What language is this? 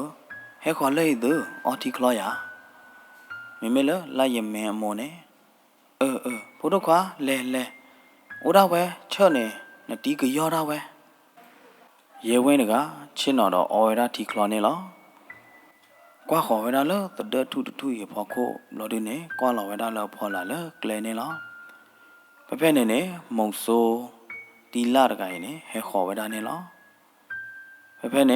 S'gaw Karen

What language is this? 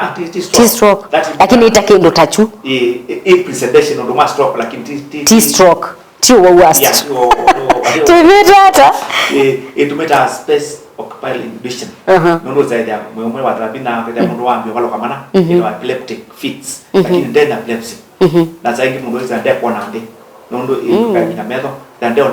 Kamba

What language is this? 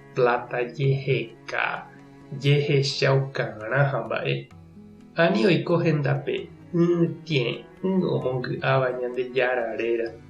Guarani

